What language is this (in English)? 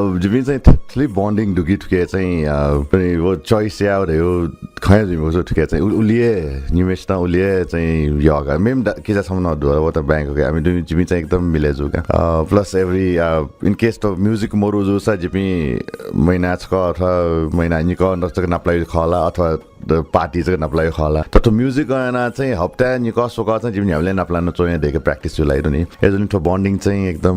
Newari